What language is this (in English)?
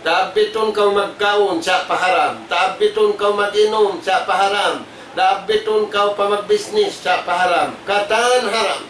Tausug